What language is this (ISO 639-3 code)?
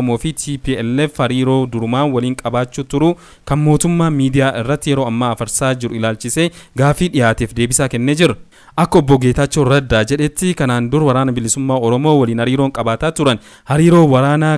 orm